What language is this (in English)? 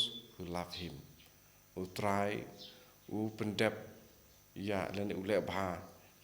Khasi